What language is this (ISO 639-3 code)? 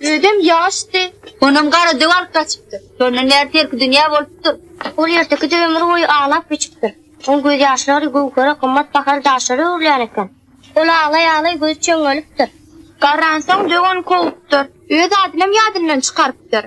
tuk